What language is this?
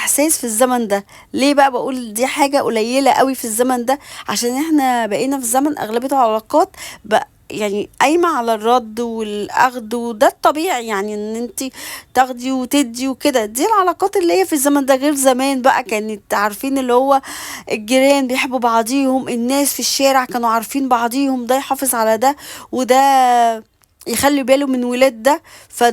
Egyptian Arabic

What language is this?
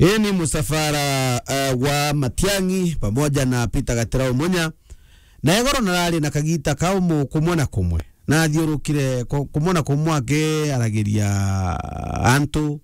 Meru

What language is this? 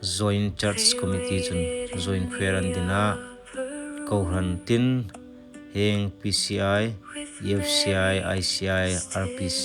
Hmar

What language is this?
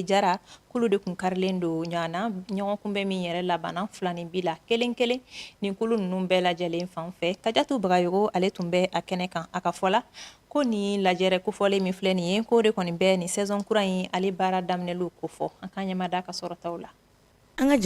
Bambara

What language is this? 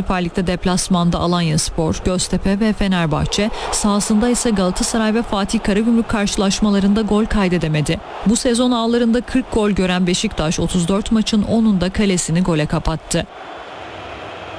Turkish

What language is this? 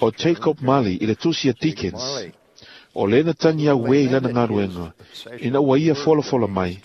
Samoan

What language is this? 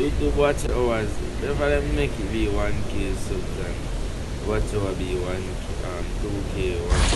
Jamaican Creole English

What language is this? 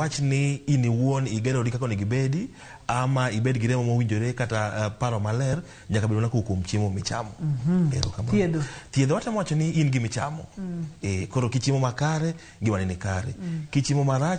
Luo (Kenya and Tanzania)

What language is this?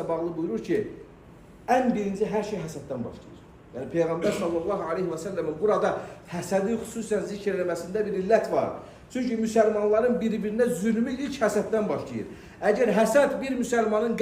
Azerbaijani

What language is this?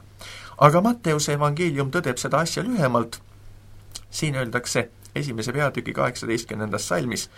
Estonian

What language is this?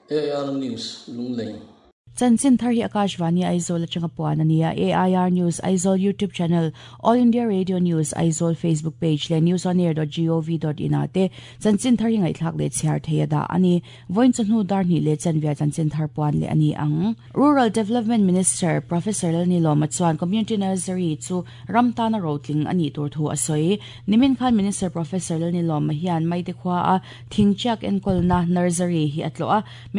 Mizo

